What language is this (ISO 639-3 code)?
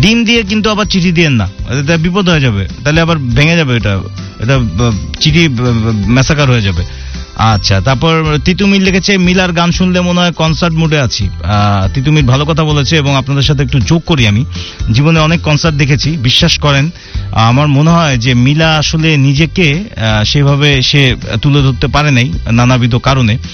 ben